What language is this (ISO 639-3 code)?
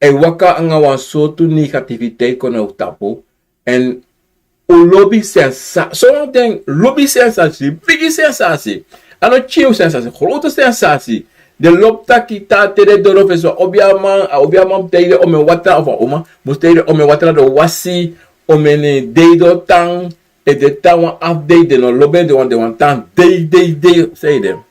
srn